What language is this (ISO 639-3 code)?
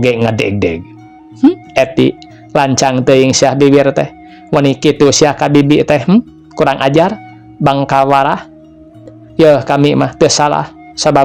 sun